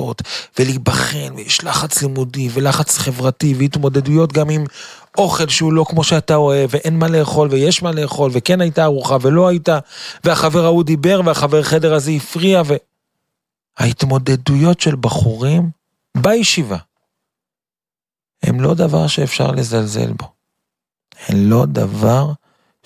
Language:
Hebrew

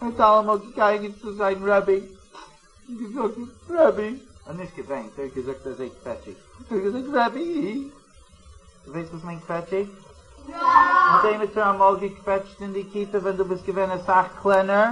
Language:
Yiddish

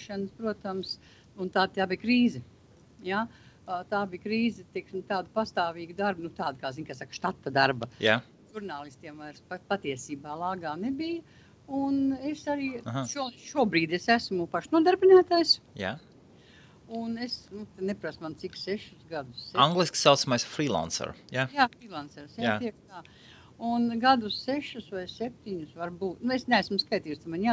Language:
Latvian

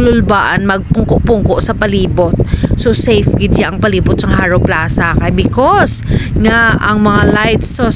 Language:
Hiligaynon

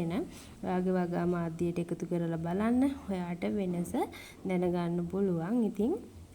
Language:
Sinhala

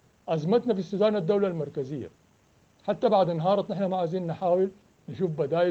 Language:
Sudanese Arabic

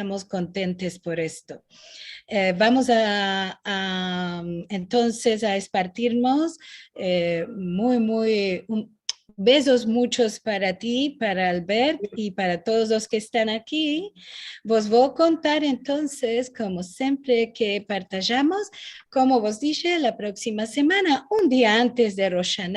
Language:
Ladino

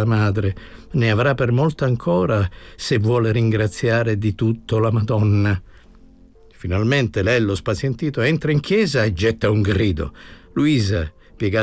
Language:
Italian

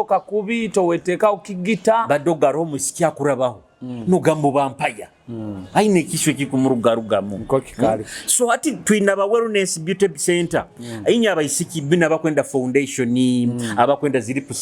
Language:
Nyoro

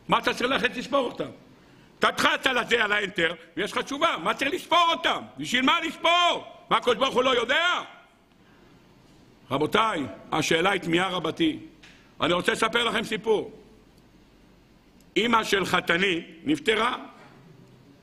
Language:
Hebrew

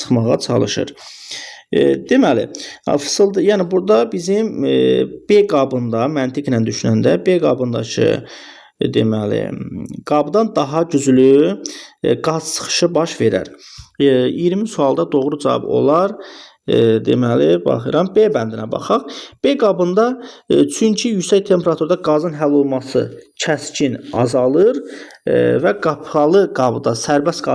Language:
Azerbaijani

